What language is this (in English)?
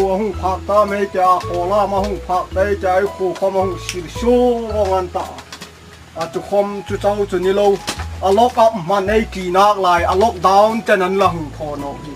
Hmar